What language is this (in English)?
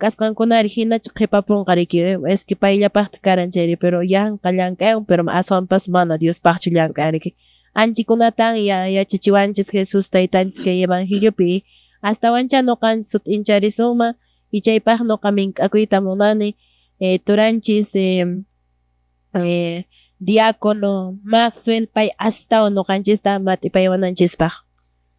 Quechua